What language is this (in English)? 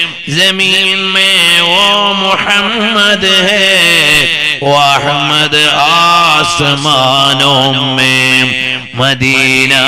Malayalam